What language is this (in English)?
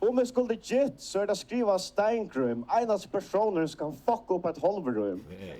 Faroese